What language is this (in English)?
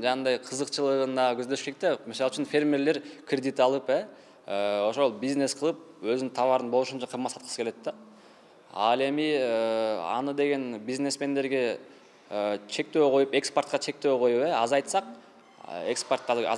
Kyrgyz